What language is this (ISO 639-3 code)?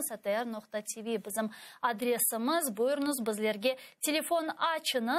crh